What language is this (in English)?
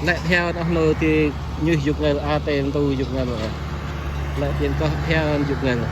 Central Mnong